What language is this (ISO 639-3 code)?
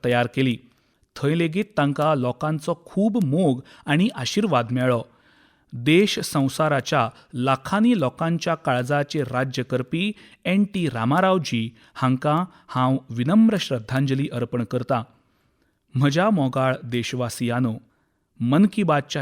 kok